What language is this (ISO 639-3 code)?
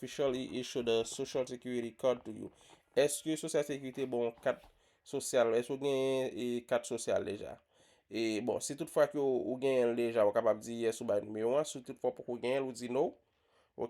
hat